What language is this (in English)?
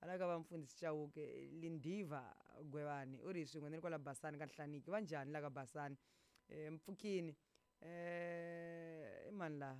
Tsonga